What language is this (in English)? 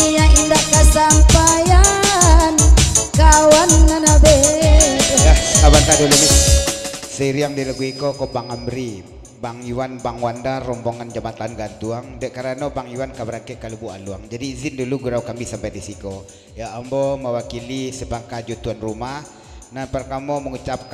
Minangkabau